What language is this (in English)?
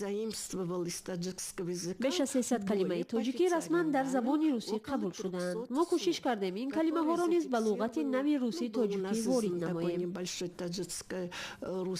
Tajik